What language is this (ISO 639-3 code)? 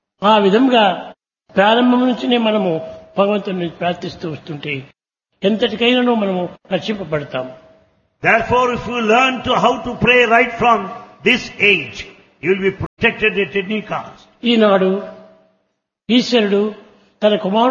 tel